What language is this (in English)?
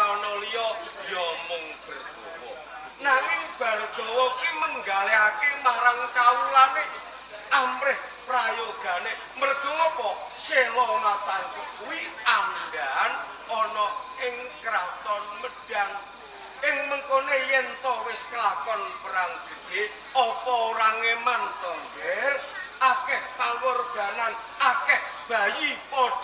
Javanese